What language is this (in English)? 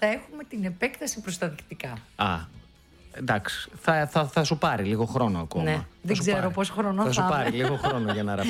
Greek